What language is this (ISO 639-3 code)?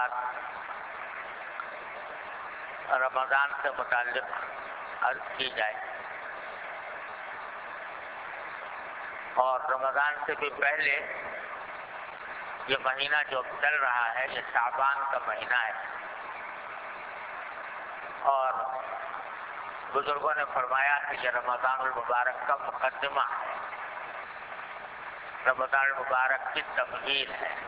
urd